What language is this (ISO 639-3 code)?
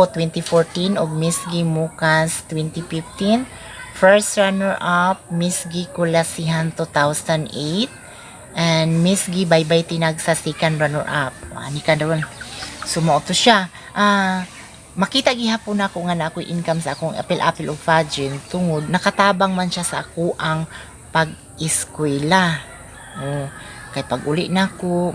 ceb